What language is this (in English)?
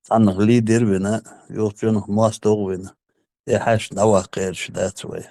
Chechen